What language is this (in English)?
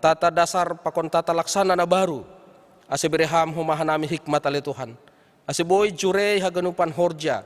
Batak Simalungun